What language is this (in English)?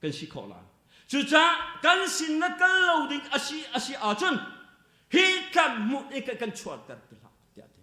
Hakha Chin